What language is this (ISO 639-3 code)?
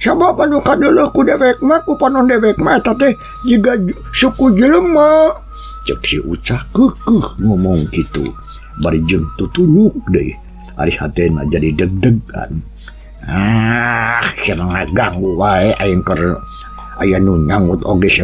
sun